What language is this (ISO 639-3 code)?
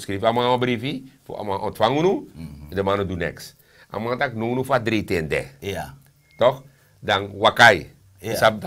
srn